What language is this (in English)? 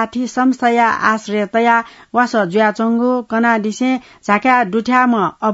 Newari